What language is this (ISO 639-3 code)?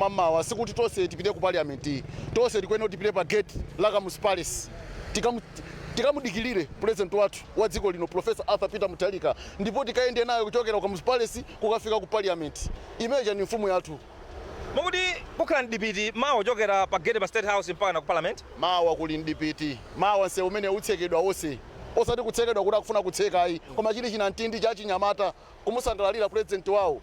nya